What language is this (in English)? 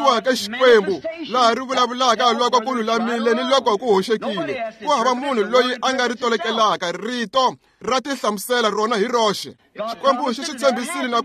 Tsonga